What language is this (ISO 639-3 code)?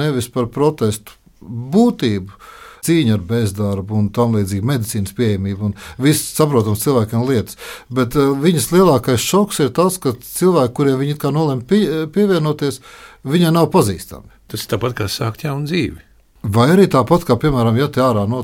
lav